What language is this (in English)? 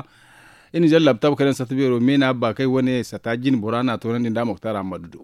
Zarma